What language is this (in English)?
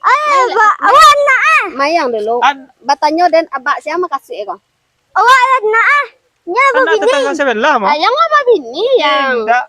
Minangkabau